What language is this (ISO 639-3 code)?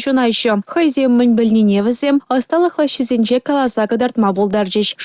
chv